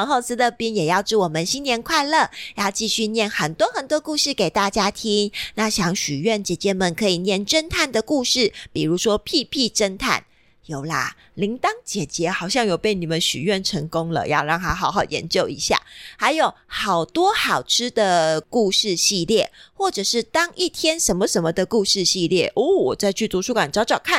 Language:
Chinese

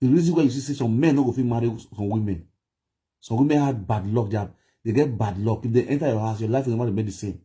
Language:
Nigerian Pidgin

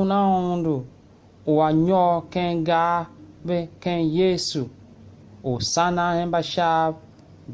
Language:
Tiv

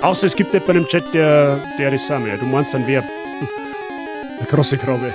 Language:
Bavarian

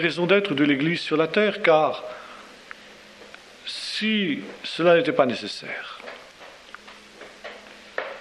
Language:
French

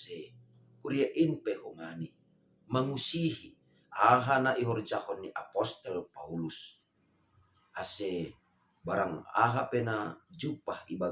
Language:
Batak Simalungun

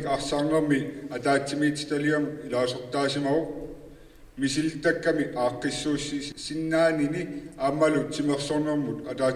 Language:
Kalaallisut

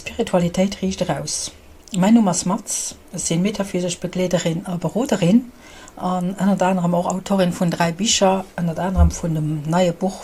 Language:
Luxembourgish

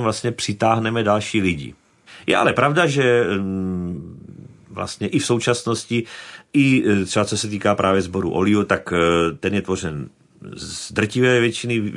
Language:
Czech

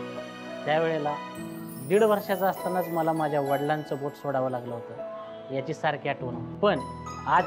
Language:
Marathi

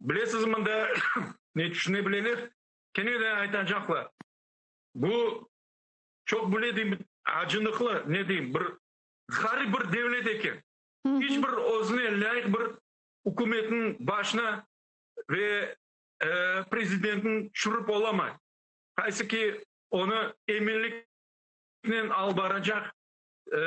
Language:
Crimean Tatar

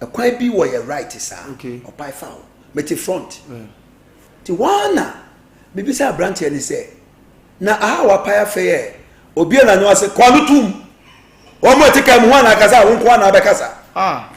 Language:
Akan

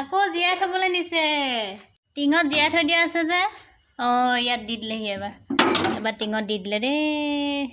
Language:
Assamese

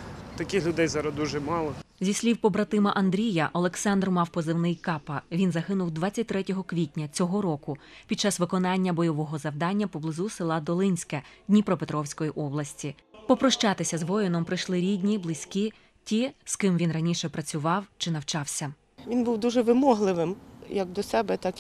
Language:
Ukrainian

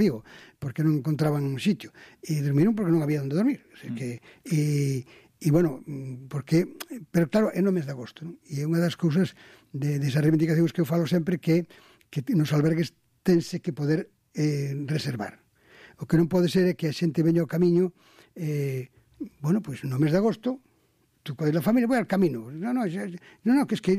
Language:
Galician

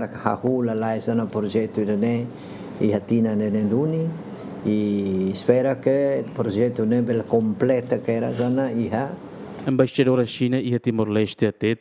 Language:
Tetum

